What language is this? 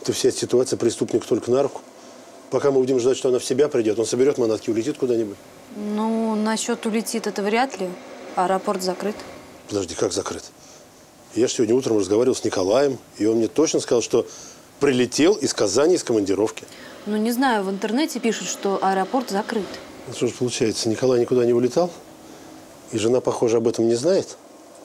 Russian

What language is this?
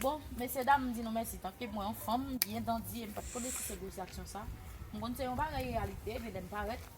Haitian Creole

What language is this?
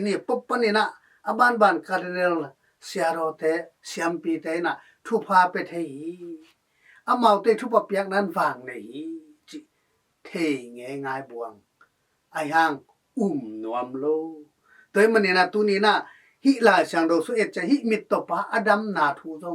Tedim Chin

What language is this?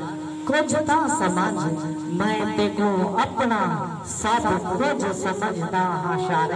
Saraiki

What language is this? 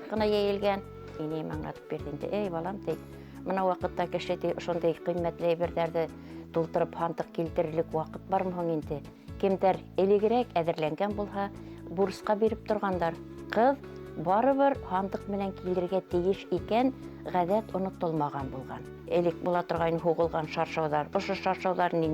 Bashkir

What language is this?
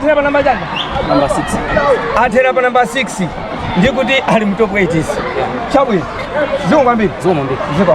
Nyanja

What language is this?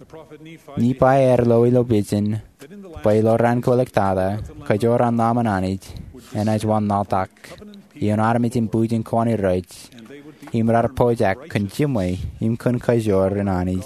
Marshallese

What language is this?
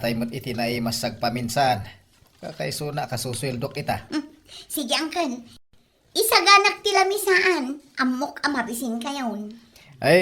Iloko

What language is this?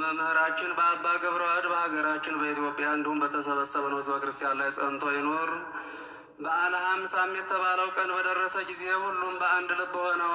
Amharic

